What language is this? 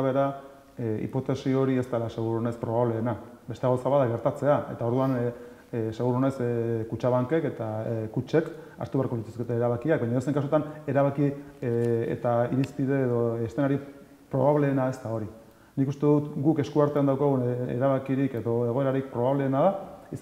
Basque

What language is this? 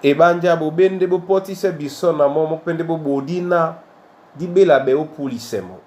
Duala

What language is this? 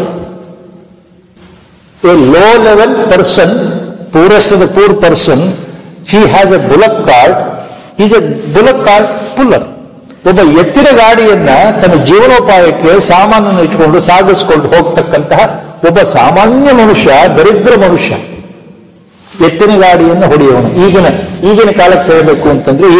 Kannada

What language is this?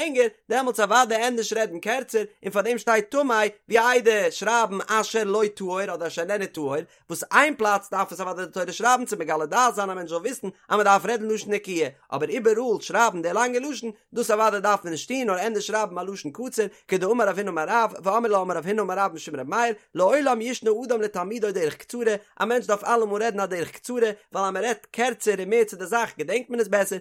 Yiddish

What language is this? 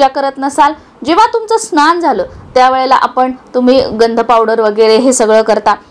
Marathi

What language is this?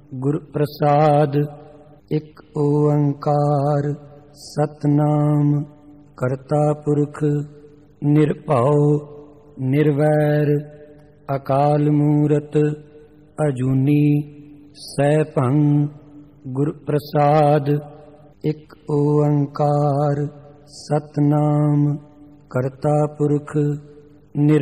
Punjabi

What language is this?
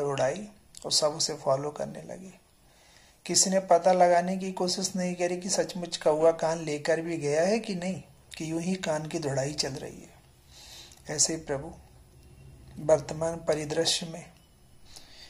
Hindi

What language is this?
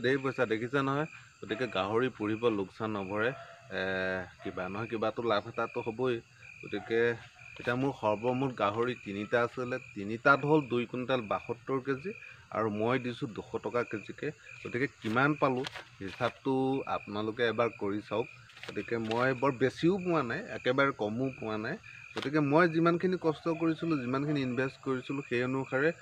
Assamese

